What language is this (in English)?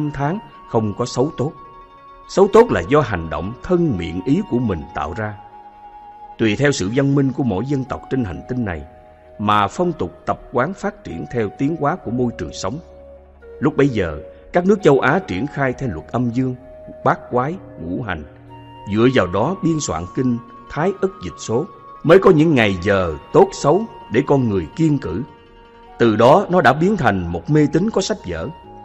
Vietnamese